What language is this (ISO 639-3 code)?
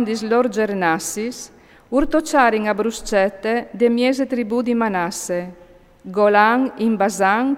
fur